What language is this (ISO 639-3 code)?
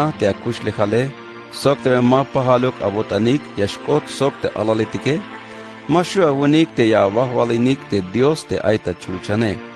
tzh